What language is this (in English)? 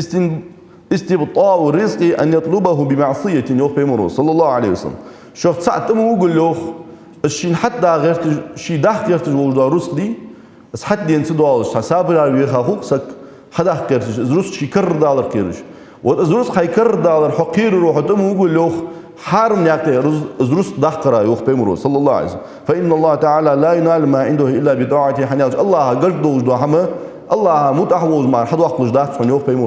Ingush